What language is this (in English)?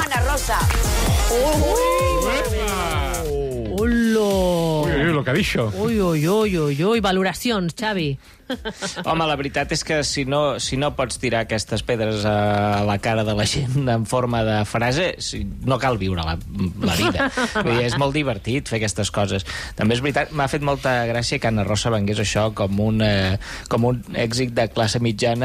Catalan